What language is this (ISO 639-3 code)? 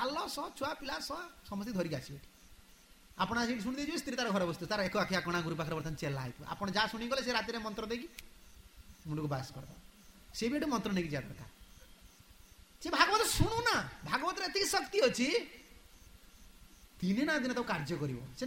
ori